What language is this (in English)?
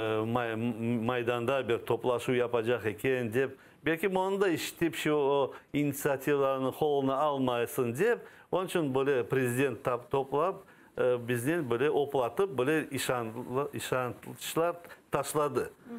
Crimean Tatar